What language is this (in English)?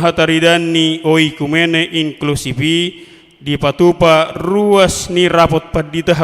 Batak Toba